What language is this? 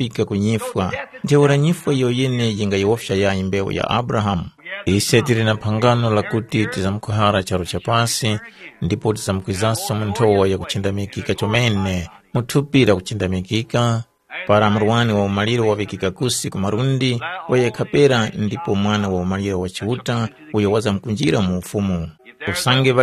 Tumbuka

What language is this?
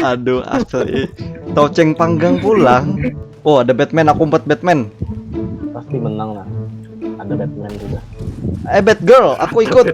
Banjar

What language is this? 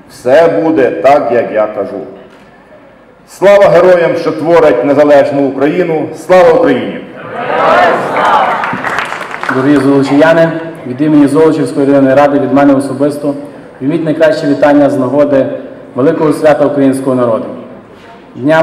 Ukrainian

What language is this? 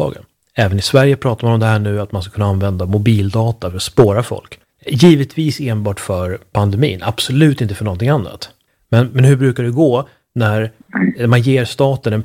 Swedish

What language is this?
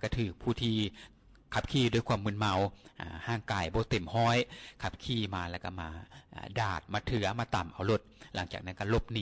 Lao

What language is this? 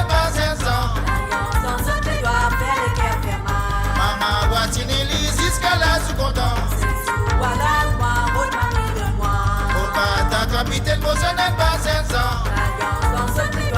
Morisyen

